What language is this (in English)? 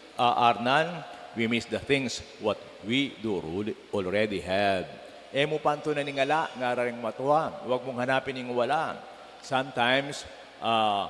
Pampanga